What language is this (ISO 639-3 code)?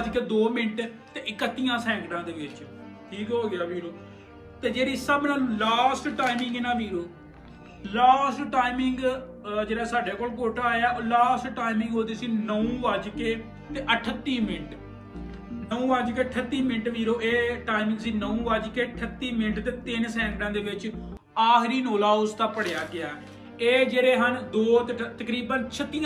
pan